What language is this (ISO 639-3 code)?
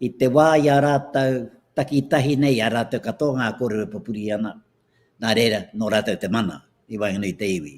mri